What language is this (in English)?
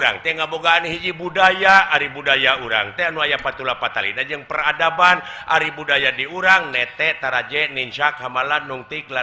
Sundanese